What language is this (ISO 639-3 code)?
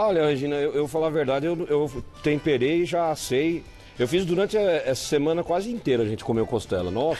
por